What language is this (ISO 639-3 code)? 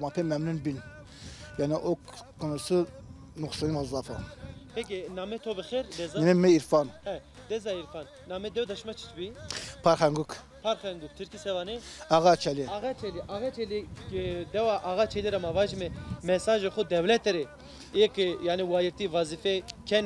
zza